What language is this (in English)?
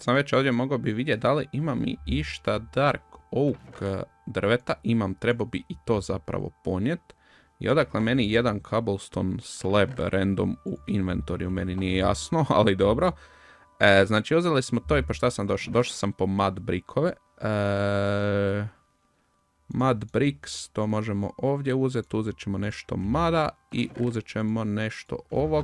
Croatian